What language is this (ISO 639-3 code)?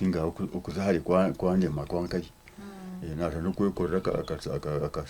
nyn